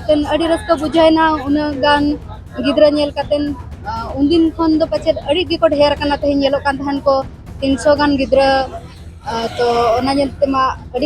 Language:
Santali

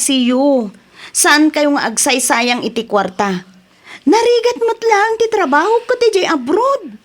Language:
Iloko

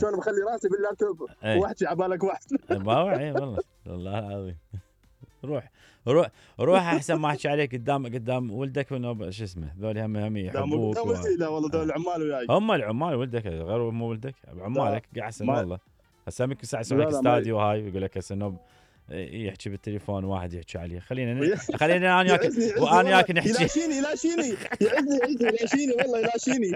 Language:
Mesopotamian Arabic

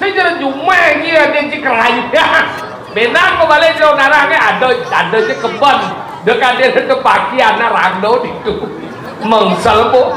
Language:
Balinese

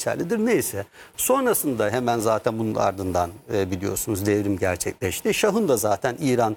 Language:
Turkish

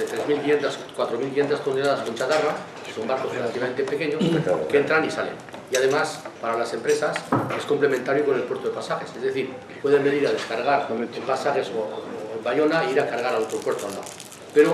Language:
Spanish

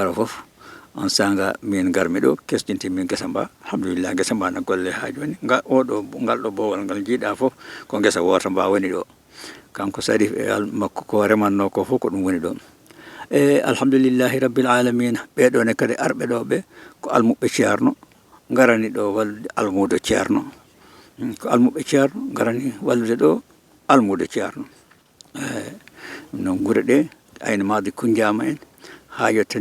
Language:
Fula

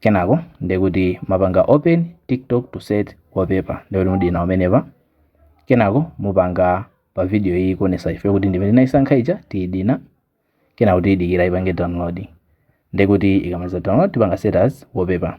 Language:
Nyanja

